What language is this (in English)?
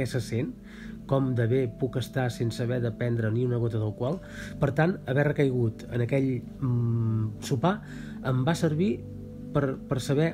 Catalan